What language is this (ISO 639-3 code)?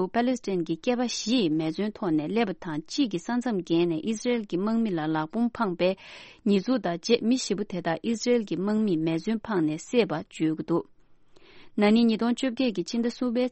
bod